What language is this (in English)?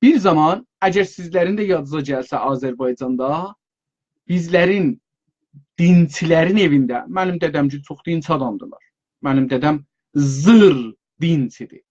South Azerbaijani